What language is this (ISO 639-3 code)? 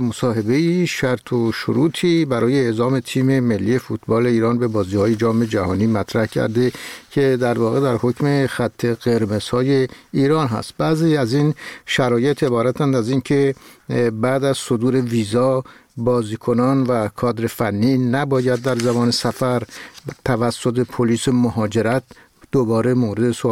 fas